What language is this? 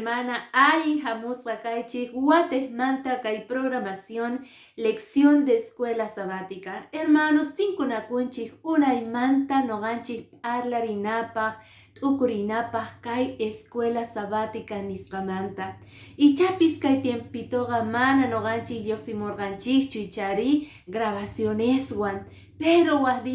Quechua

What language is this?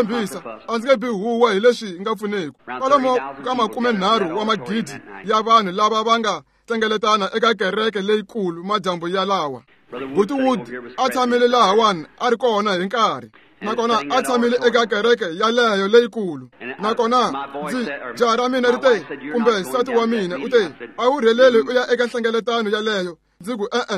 Tsonga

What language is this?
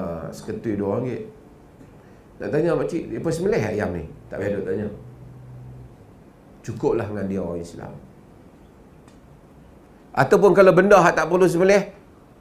Malay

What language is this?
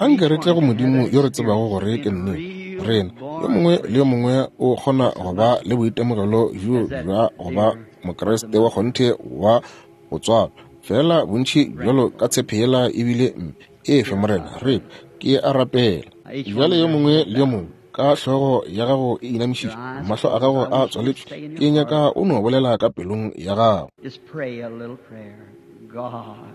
Northern Sotho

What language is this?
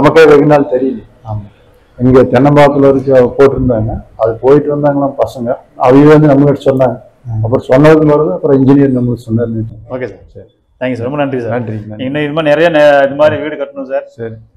Tamil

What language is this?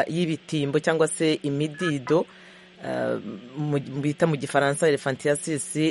Kinyarwanda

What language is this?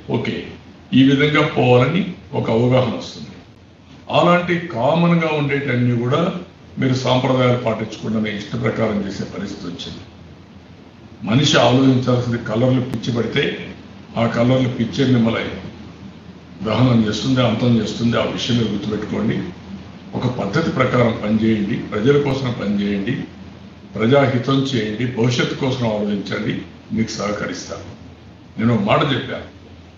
Telugu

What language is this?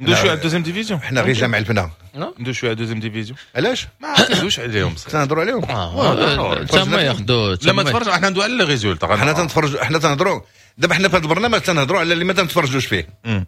Moroccan Arabic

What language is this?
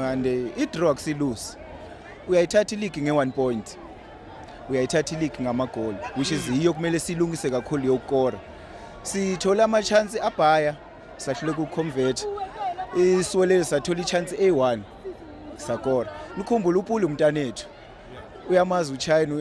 Zulu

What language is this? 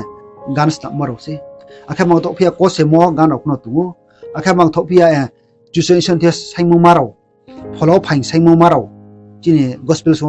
Riang (India)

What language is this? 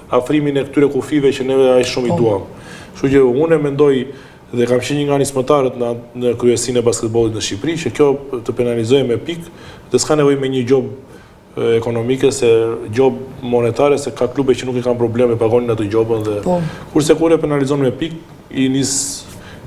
Albanian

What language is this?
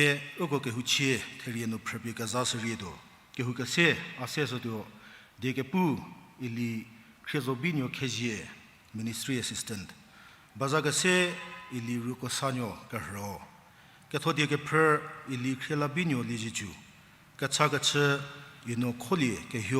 Angami Naga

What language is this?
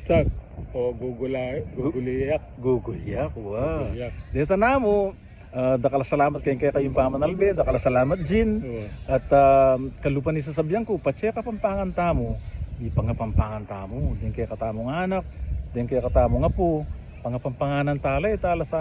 Pampanga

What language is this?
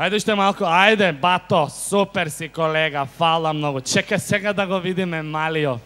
Macedonian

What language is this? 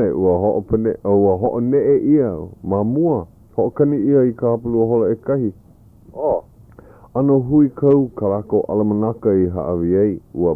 Hawaiian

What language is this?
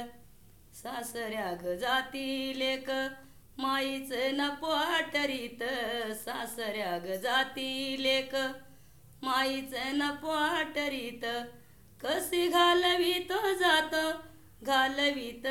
Marathi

